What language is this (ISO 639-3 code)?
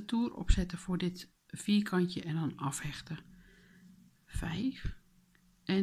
nld